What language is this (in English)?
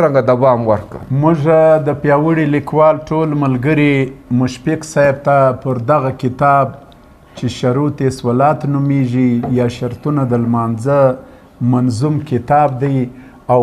Pashto